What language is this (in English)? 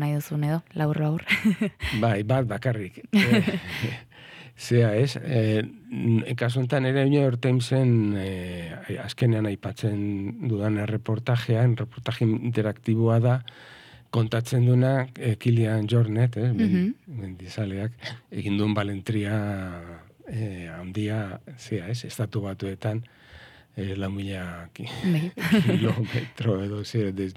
Basque